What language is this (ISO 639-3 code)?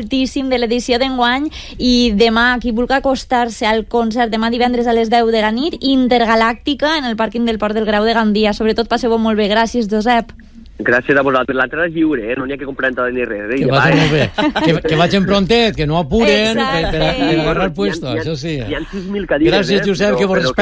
cat